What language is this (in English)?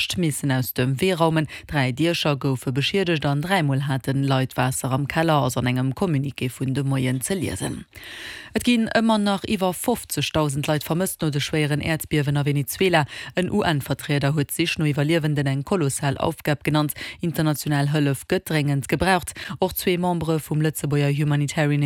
Luxembourgish